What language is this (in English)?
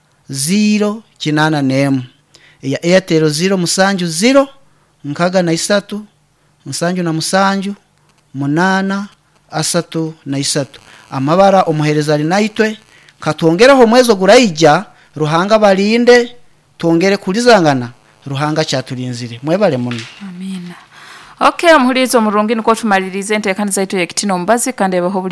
Nyankole